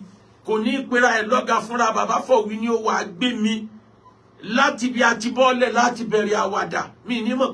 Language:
Yoruba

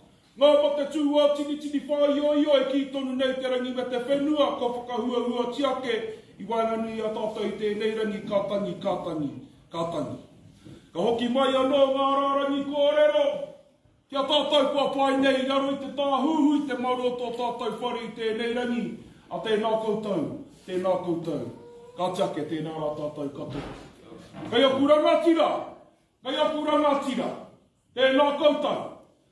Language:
Māori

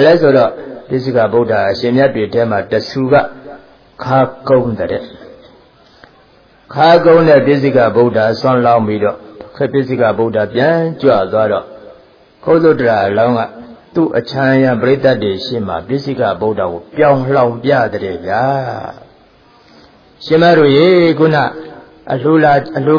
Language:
Burmese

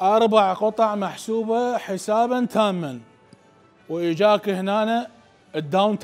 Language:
Mesopotamian Arabic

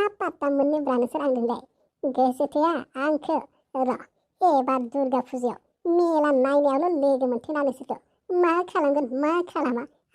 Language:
Bodo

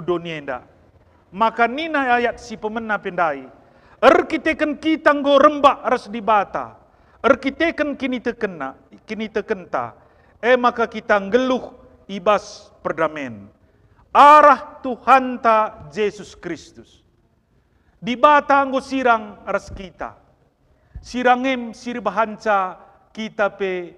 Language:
Batak Karo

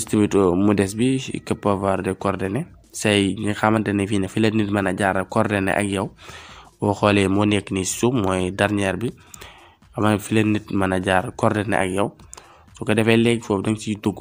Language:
Wolof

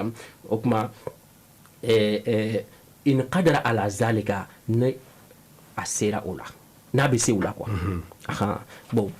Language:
Bambara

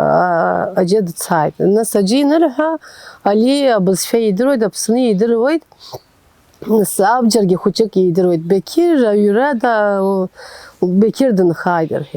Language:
Abkhazian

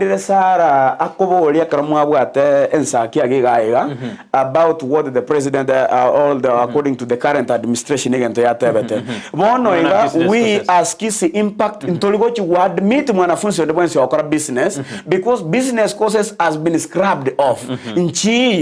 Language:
Gusii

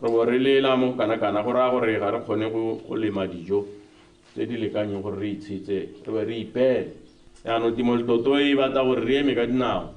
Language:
Tswana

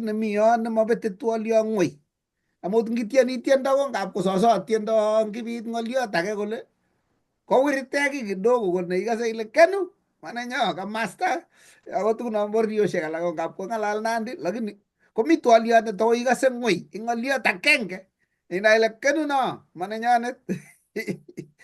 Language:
Kalenjin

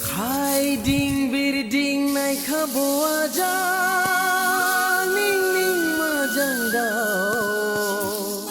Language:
Dimasa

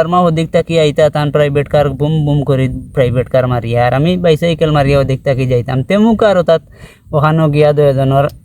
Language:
Sylheti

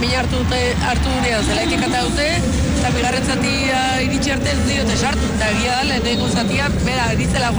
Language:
Basque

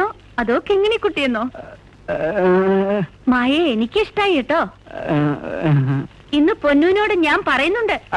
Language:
Malayalam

